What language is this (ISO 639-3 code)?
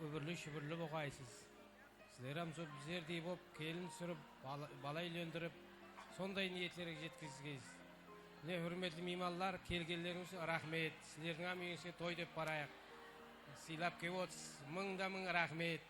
kaa